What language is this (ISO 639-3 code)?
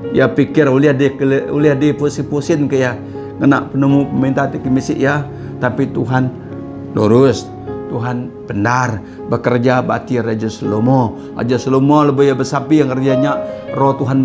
iba